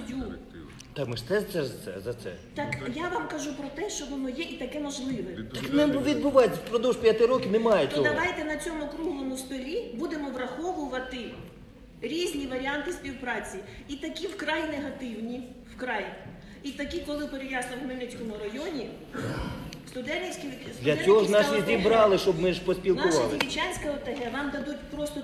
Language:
Ukrainian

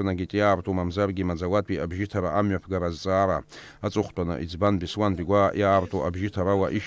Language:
Abkhazian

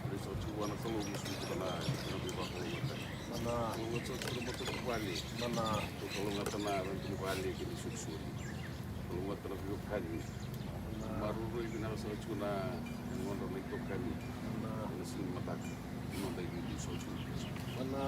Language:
Fijian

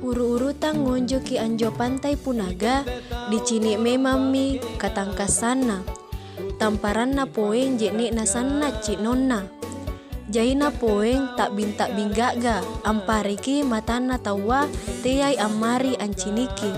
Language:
Makasar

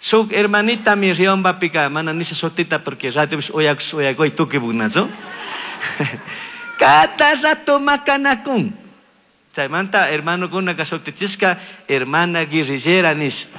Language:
Chimborazo Highland Quichua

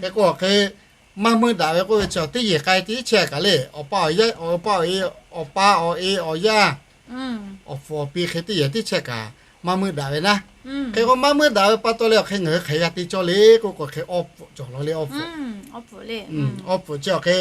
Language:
Lahu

